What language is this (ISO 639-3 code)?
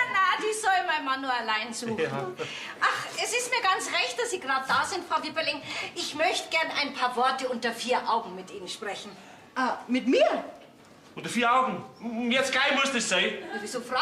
bar